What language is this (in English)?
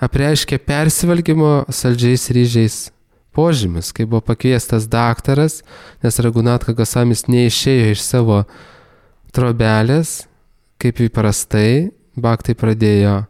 Lithuanian